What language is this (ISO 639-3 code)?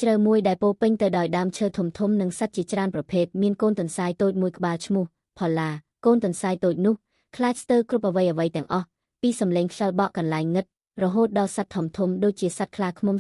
khm